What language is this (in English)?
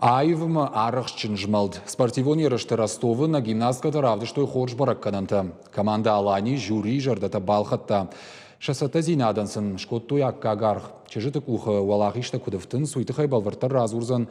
Ossetic